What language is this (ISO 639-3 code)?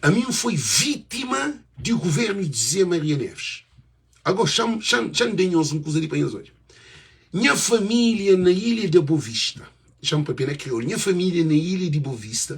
kea